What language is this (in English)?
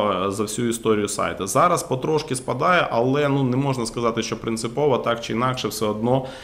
Ukrainian